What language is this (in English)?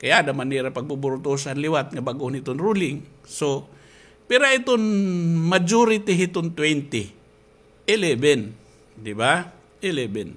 Waray